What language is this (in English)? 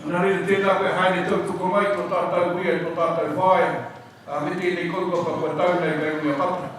Māori